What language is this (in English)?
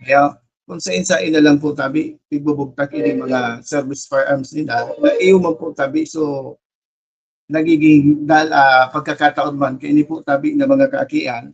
Bikol